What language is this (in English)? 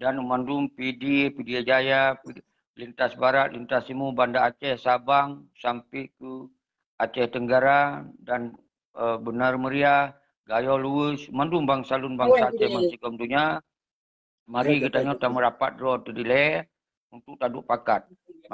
Achinese